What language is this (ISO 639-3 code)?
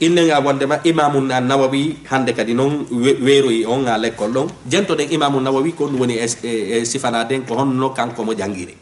ful